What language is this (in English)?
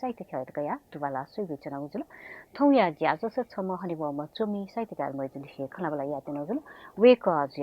Newari